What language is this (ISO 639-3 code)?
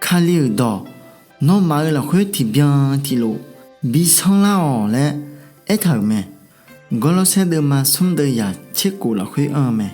ahk